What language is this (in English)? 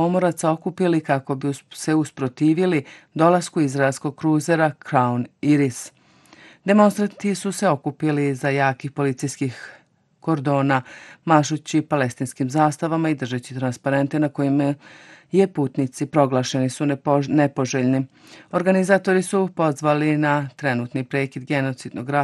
Bosnian